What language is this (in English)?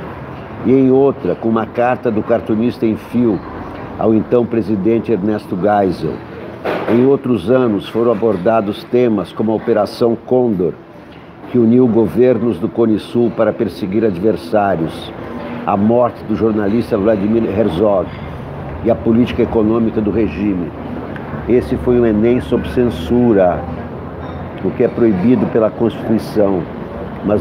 Portuguese